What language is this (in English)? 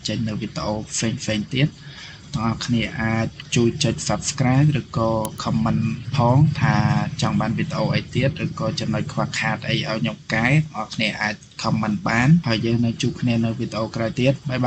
Khmer